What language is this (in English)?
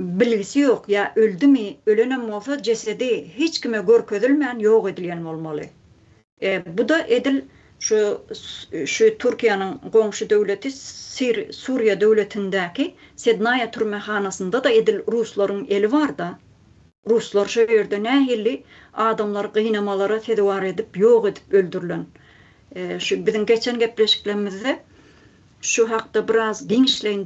Turkmen